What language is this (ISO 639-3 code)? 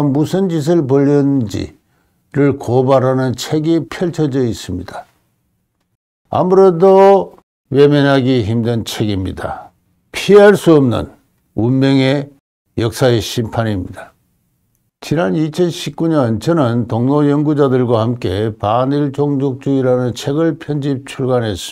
kor